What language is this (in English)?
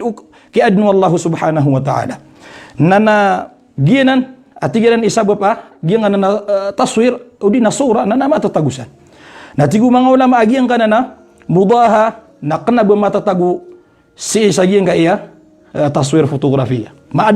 Maranao